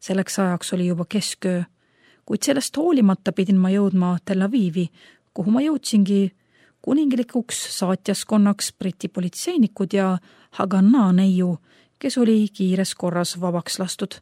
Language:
Estonian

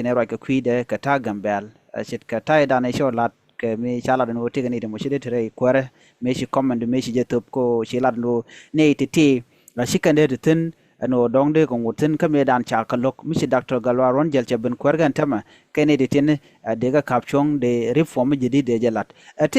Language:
Nuer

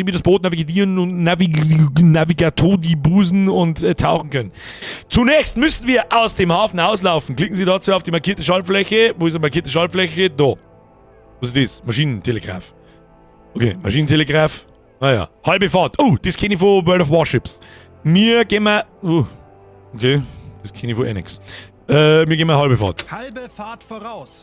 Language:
Bavarian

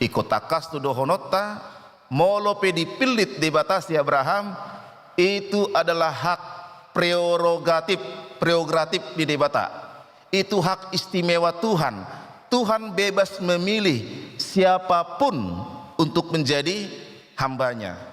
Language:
Batak Toba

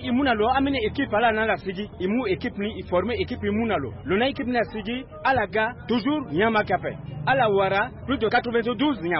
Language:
Sango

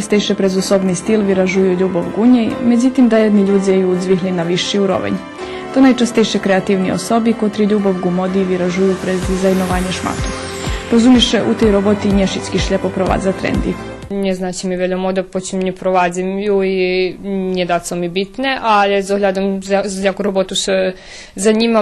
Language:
Rusyn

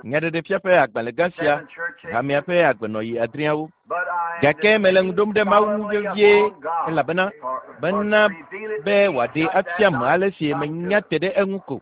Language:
Ewe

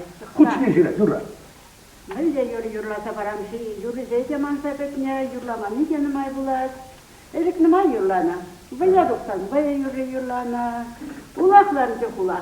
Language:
Chuvash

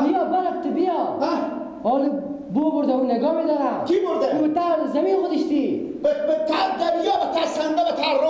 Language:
Persian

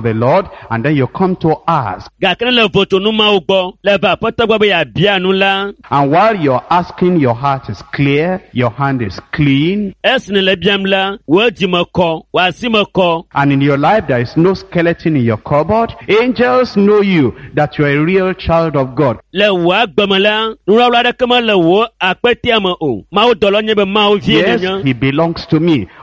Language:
Ewe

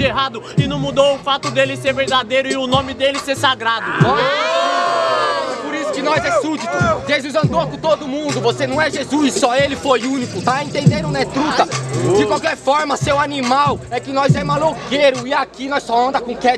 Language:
Portuguese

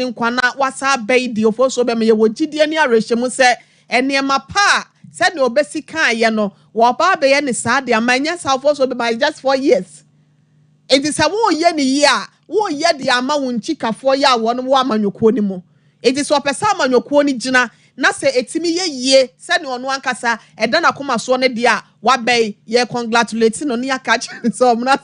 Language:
Akan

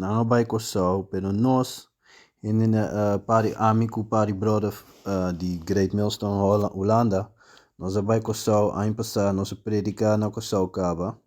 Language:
Papiamento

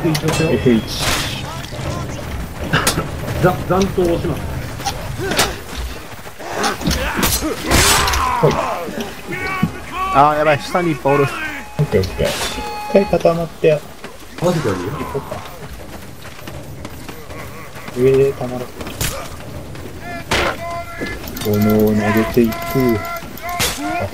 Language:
Japanese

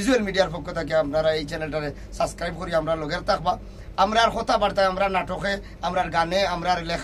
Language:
Sylheti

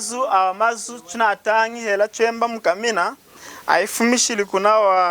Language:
Lunda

